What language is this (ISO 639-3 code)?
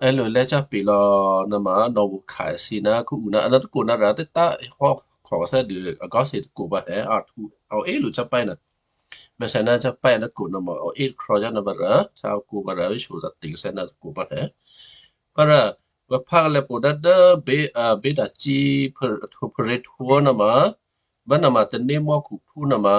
kyu